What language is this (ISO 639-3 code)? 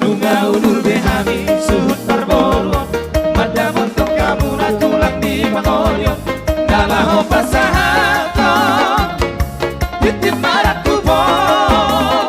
bbc